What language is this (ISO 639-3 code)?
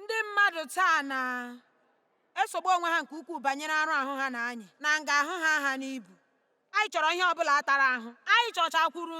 ibo